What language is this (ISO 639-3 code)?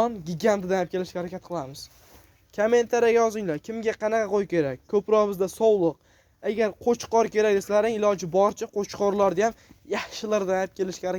uzb